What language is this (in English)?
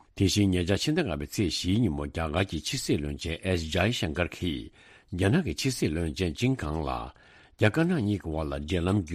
Tibetan